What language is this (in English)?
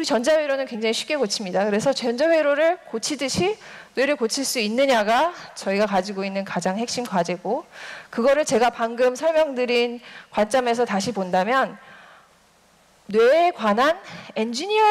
Korean